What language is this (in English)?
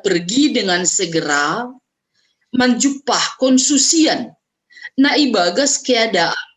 Batak Simalungun